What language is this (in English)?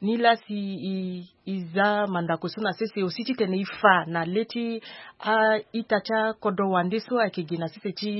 Sango